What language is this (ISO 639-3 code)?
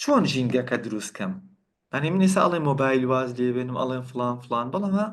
ckb